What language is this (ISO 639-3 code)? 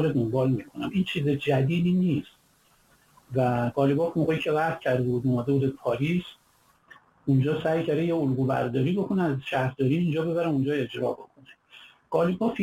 fas